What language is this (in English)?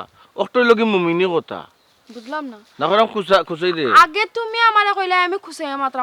Sylheti